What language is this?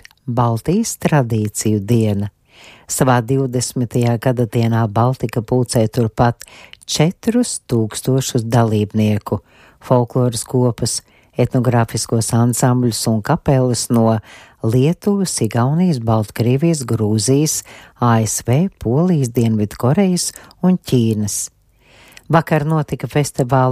Latvian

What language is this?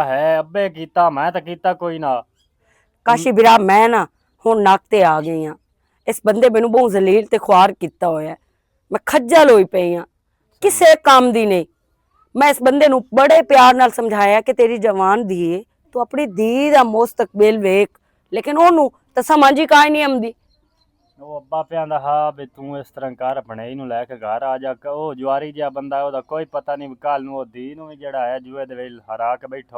Western Panjabi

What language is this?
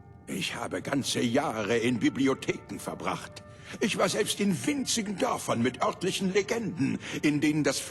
Bavarian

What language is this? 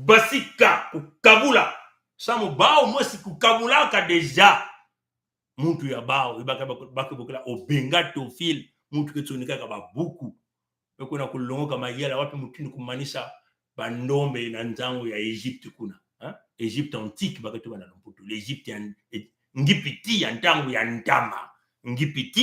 Kituba (Congo)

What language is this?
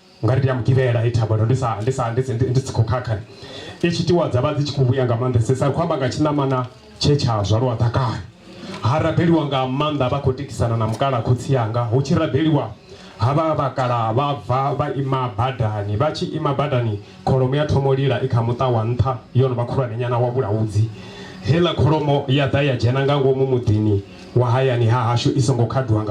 Venda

